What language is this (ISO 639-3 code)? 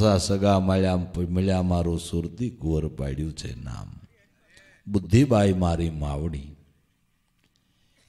guj